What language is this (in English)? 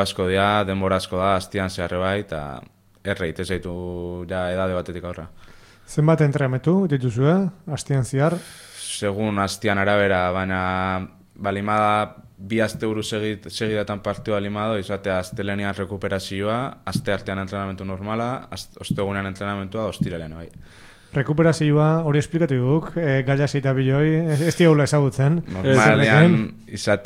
Basque